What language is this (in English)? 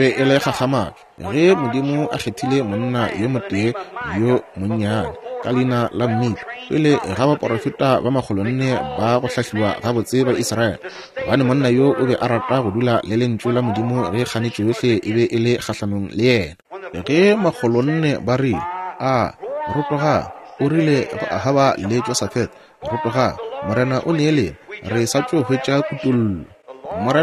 Northern Sotho